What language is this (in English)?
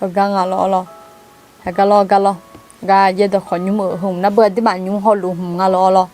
Akha